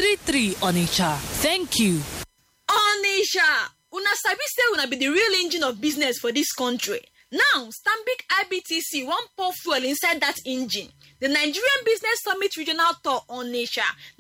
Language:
English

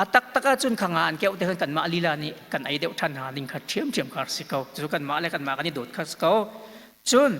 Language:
Hakha Chin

